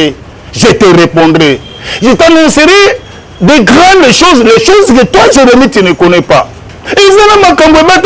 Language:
Lingala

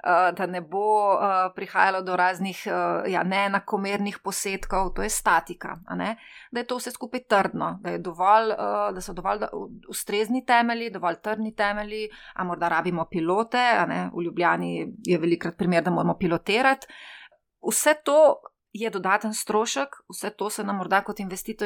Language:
Slovenian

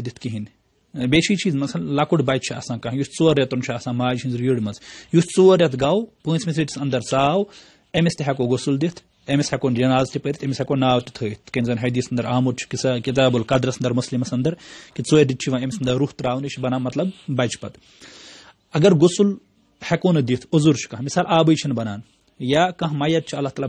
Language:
Kashmiri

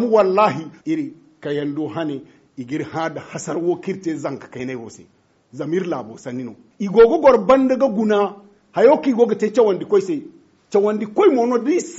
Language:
Zarma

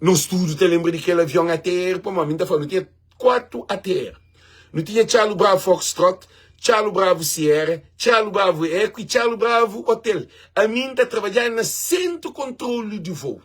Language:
Kabuverdianu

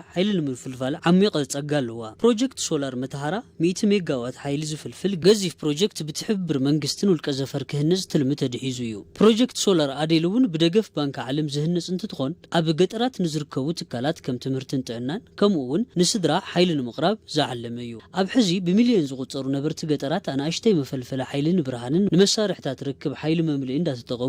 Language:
Tigrinya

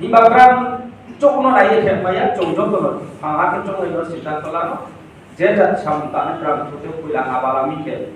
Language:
Riang (India)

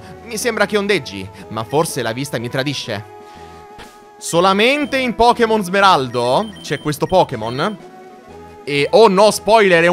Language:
Italian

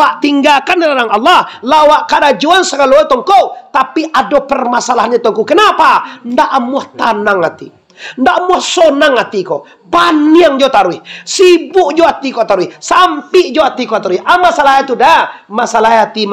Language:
Minangkabau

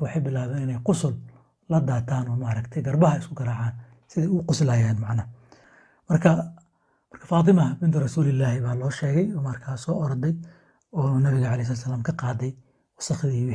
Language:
Somali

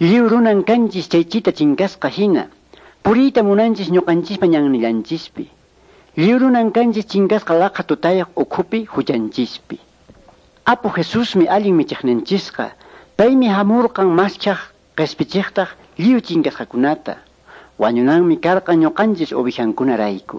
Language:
Quechua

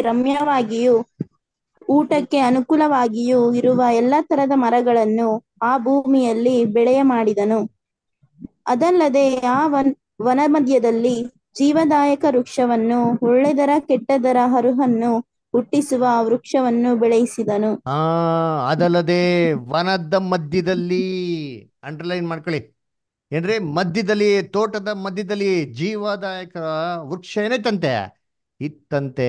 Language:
Kannada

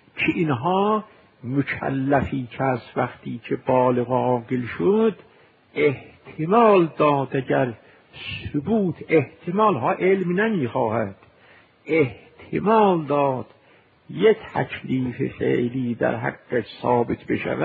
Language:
Persian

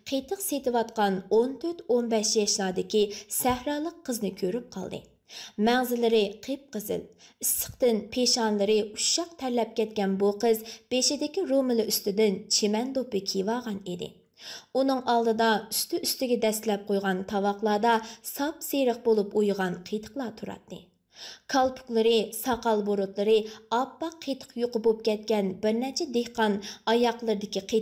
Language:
Uyghur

